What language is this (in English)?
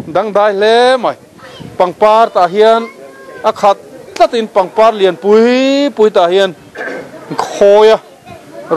Mizo